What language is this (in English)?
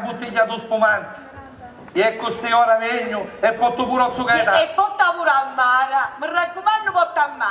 Sicilian